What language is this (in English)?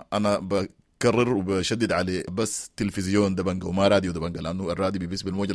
Sudanese Arabic